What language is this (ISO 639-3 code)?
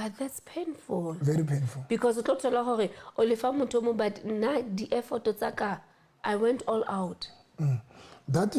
sot